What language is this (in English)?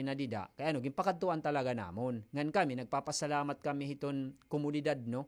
Waray